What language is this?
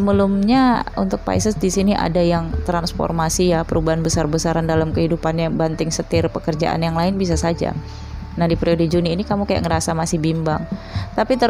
Indonesian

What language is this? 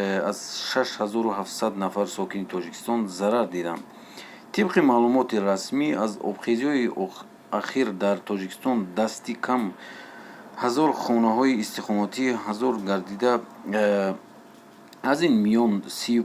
Tajik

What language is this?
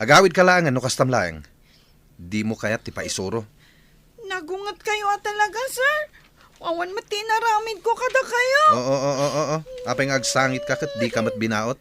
Iloko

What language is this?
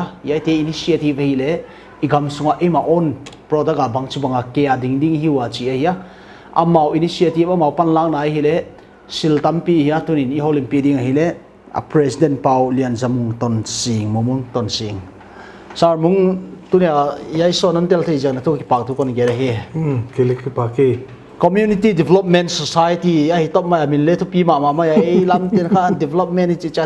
Paite Chin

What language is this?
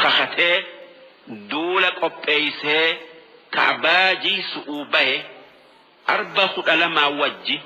Oromo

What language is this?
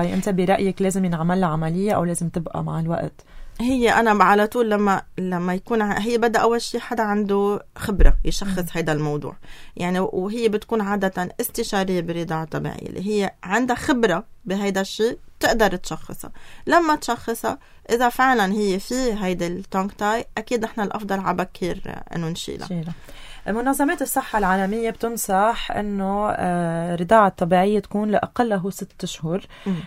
North Levantine Arabic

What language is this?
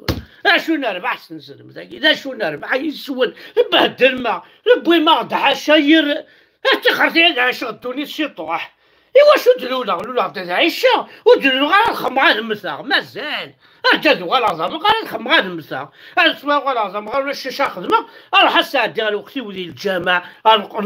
Kabyle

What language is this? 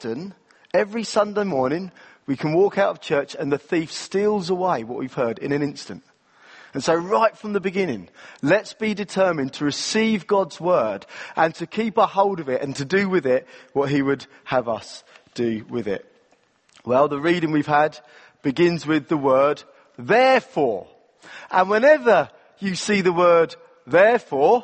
English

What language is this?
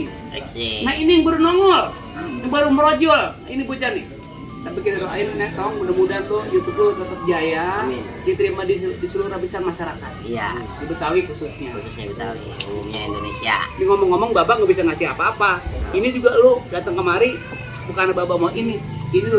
Betawi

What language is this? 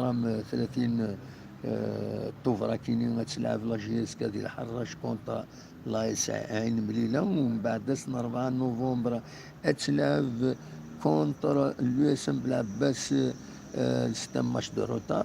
Kabyle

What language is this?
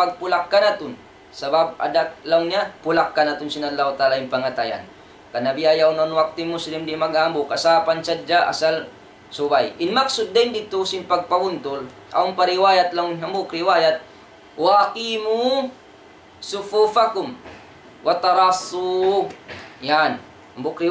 Tausug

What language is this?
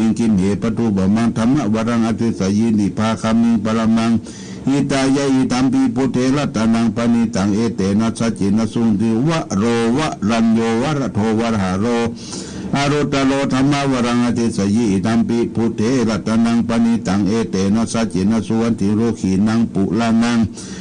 Pali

